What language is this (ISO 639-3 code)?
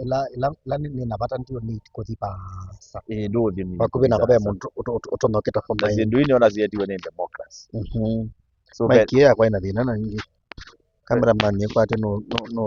kam